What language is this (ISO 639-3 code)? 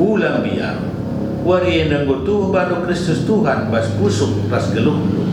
btx